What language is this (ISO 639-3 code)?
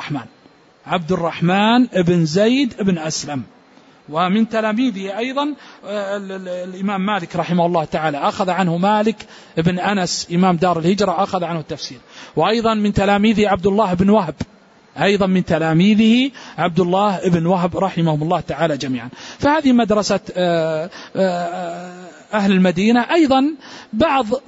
ara